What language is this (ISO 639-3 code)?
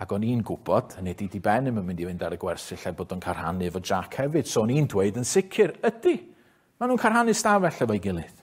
cym